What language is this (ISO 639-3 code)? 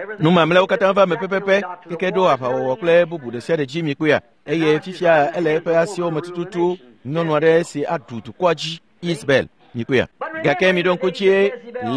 ewe